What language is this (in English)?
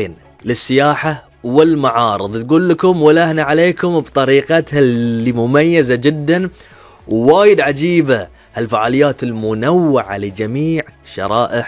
Gulf Arabic